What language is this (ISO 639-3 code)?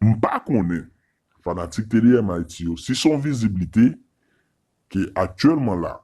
hat